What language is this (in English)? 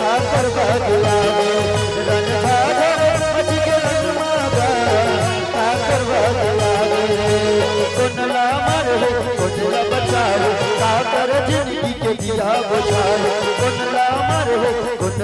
Chhattisgarhi